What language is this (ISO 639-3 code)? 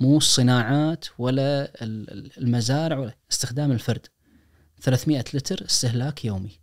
ars